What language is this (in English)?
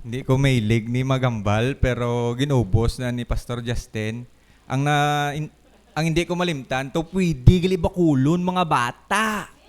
Hiligaynon